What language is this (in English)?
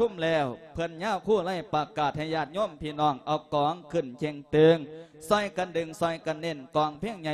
Lao